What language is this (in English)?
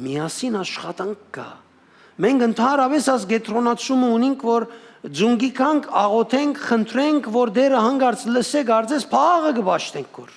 Western Armenian